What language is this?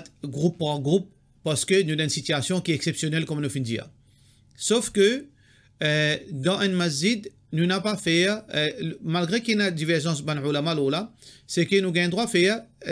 Morisyen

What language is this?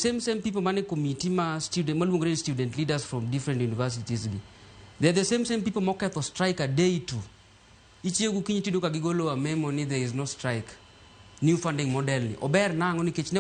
Luo (Kenya and Tanzania)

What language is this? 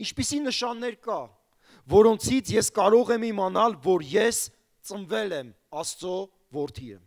Armenian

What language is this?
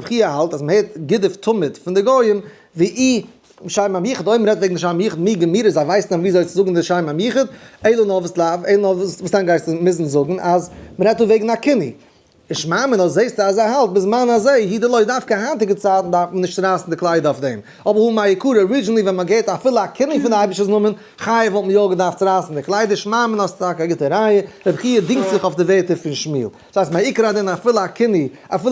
Yiddish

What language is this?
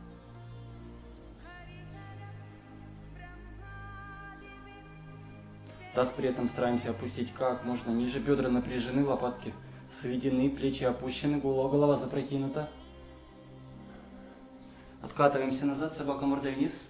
Russian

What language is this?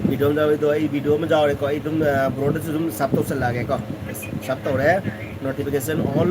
Manipuri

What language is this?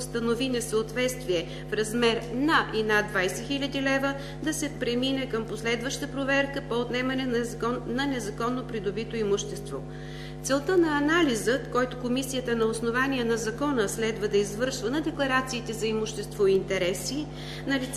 Bulgarian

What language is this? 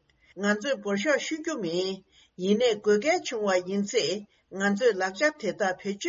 Tibetan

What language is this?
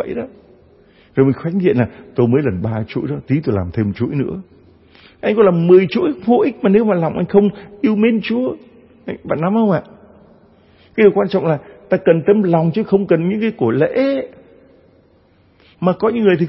Vietnamese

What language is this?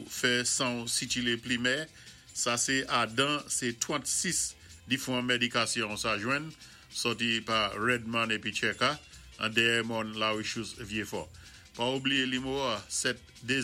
Saint Lucian Creole French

